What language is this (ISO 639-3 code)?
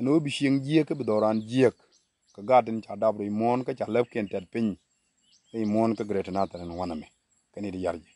nus